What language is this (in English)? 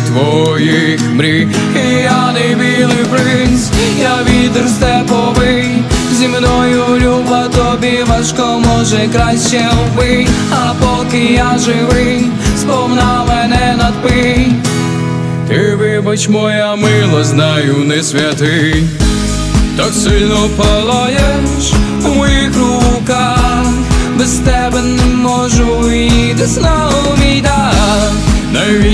Ukrainian